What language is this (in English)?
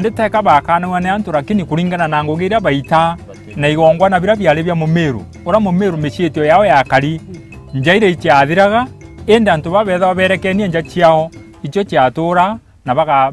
Meru